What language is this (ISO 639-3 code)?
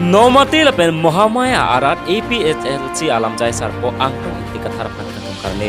mjw